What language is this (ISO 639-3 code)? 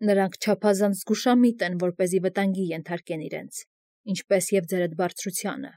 hye